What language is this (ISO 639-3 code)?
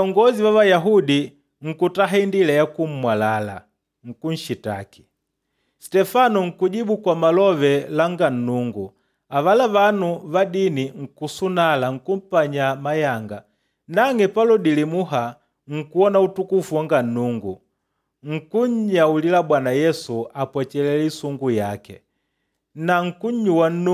kde